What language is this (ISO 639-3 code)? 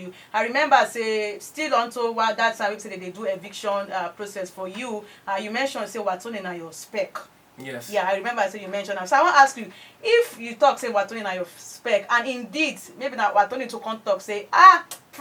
pcm